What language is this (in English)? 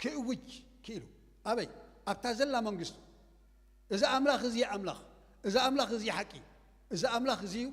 Tigrinya